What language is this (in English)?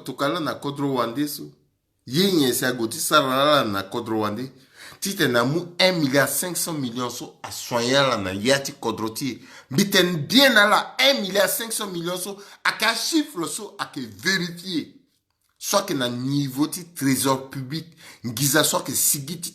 Sango